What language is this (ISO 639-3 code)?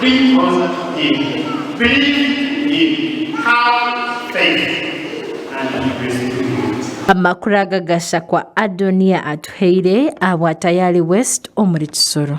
nyn